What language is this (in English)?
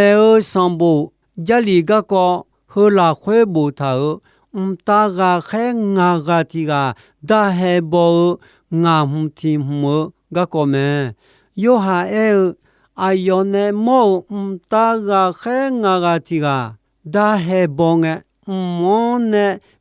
Akha